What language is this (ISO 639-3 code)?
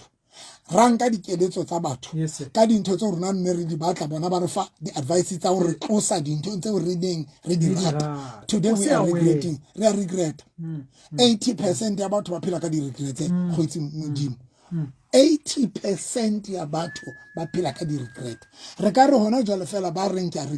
sot